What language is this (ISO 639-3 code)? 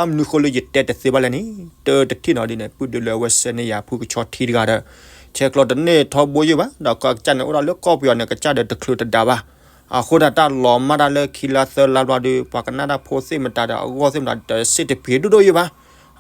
ksw